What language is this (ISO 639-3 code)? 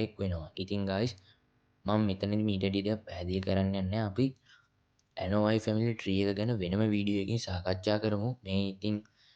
sin